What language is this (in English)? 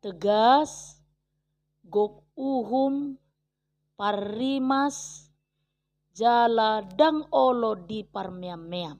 Batak Toba